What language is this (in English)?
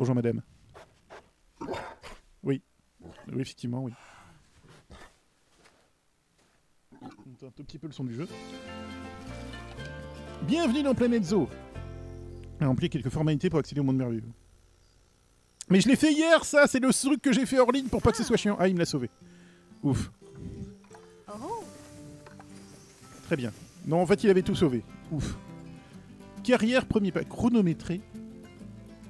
French